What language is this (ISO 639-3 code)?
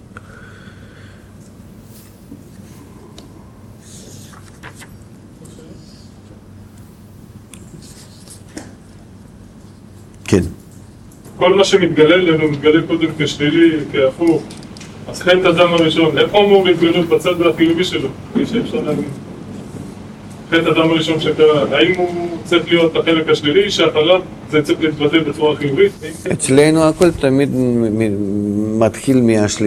heb